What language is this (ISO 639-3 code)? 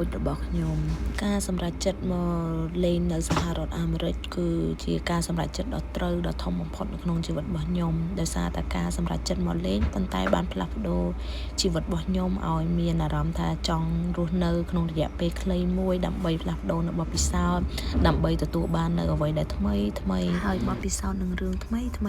khm